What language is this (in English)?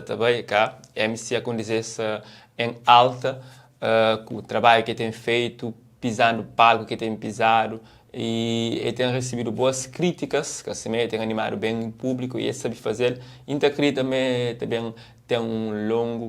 Kabuverdianu